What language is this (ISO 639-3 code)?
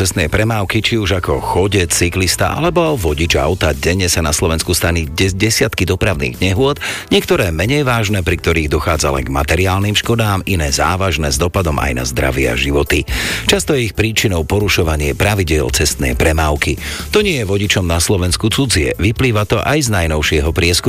slk